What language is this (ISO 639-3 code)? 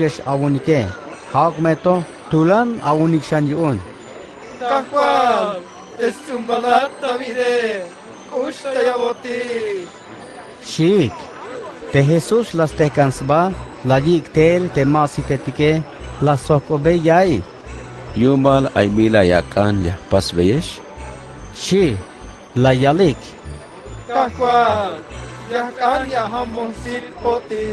tzh